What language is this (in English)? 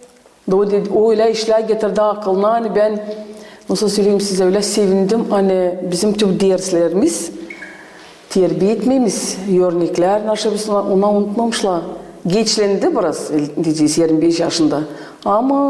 Gagauz